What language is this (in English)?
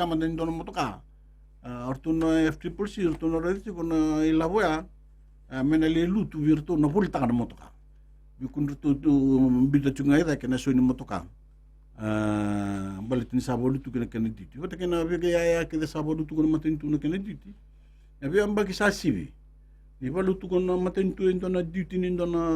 Fijian